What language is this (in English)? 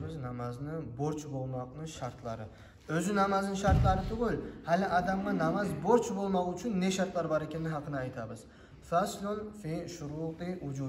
Kumyk